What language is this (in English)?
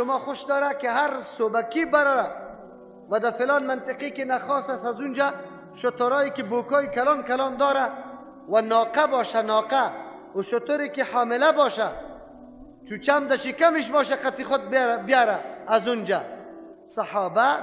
Persian